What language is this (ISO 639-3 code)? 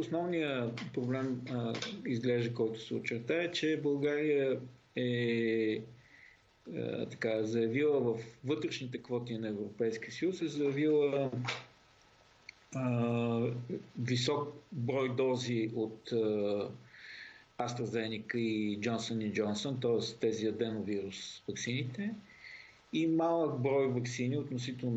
bul